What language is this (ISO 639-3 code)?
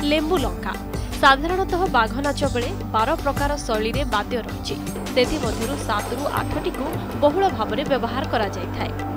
ori